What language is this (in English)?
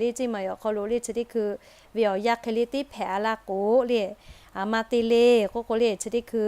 Lahu